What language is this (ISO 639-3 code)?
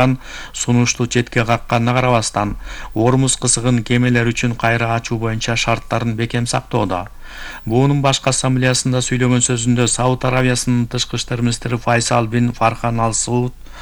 kir